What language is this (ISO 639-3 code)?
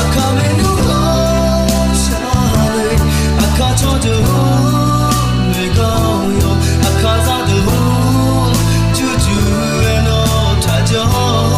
ahk